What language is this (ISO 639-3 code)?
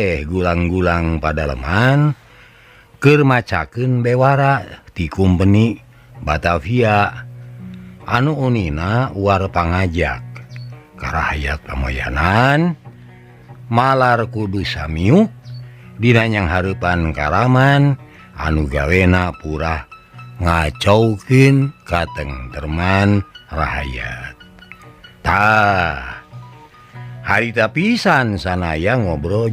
sun